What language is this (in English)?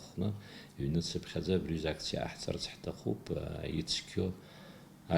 Abkhazian